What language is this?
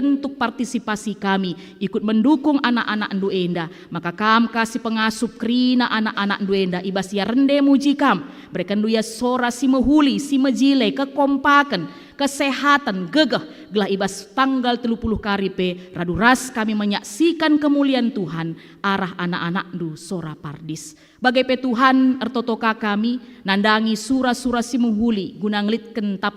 Batak Karo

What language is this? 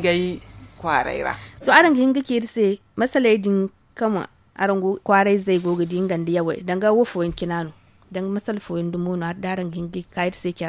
Zarma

